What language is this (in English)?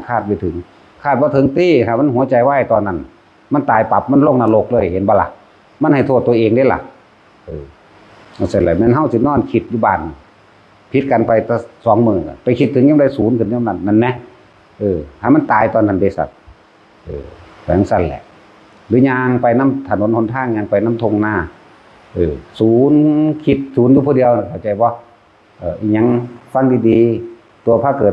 Northeastern Thai